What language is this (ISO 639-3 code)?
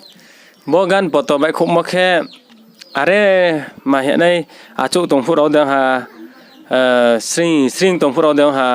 ria